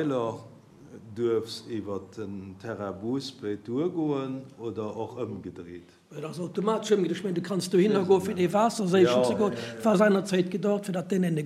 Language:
Luxembourgish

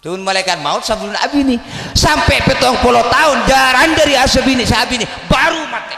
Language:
Madurese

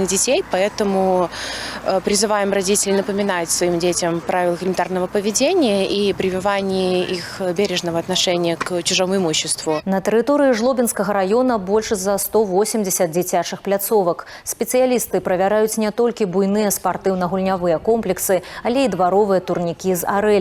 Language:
Belarusian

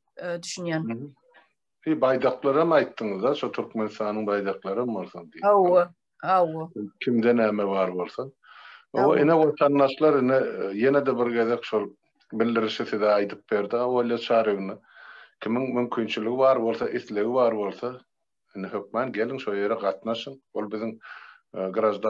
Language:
Turkmen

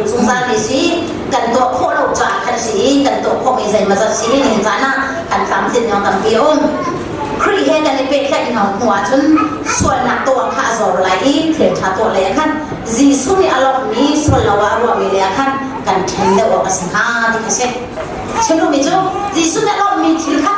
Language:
Hakha Chin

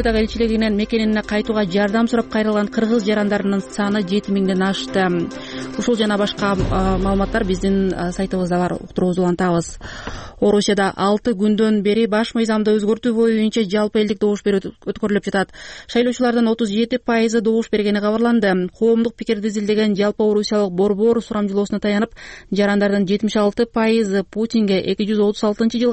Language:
Kyrgyz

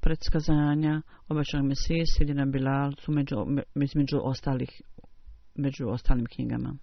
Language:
Bosnian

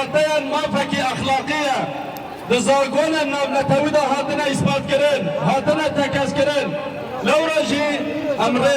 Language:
Kurdish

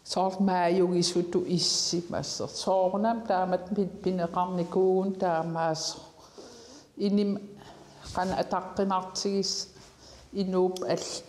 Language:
Kalaallisut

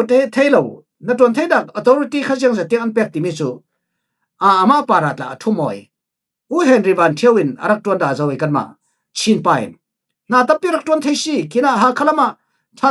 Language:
Falam Chin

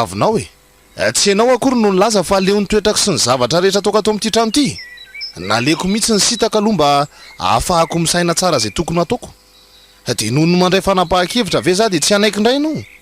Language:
Malagasy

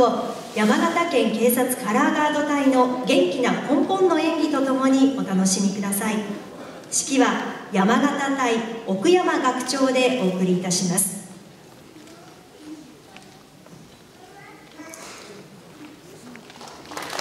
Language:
Japanese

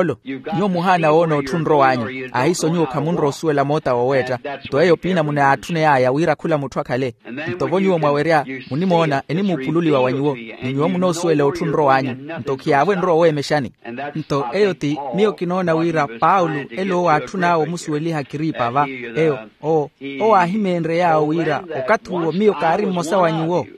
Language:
Makhuwa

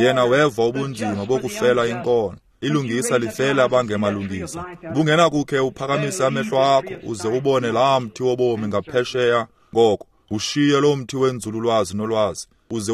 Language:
Xhosa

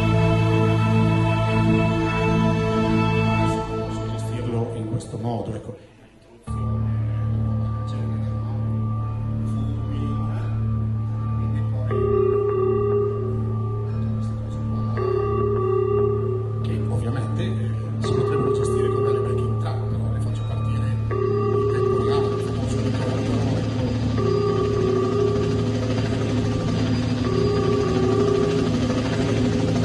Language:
Italian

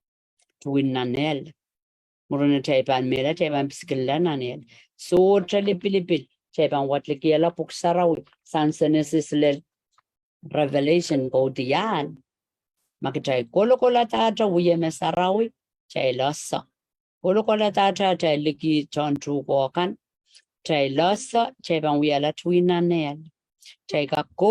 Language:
Pohnpeian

